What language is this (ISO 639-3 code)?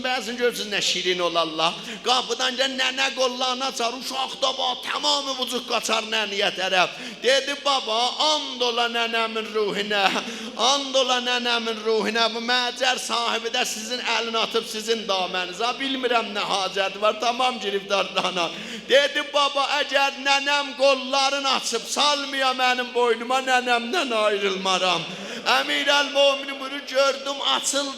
azb